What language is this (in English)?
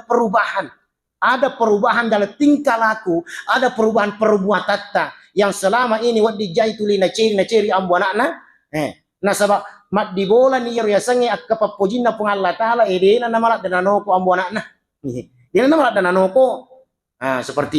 Buginese